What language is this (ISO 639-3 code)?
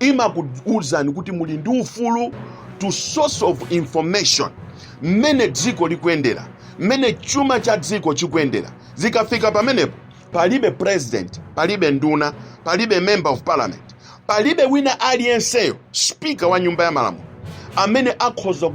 nya